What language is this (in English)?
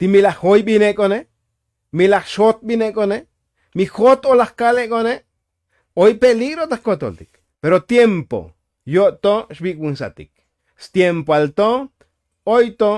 Tzotzil